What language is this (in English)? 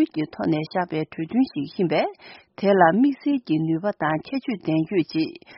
Tibetan